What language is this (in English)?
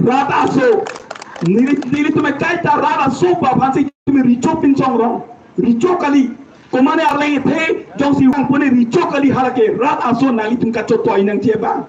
Karbi